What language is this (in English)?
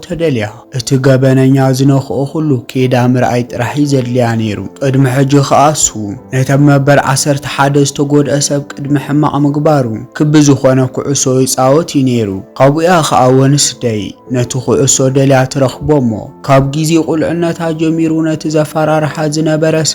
Tigrinya